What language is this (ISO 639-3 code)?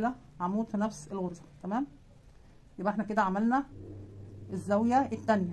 arz